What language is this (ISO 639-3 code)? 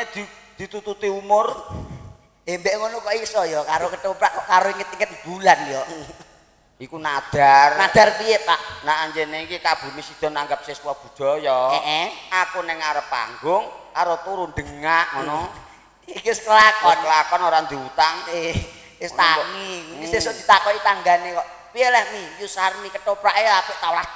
jav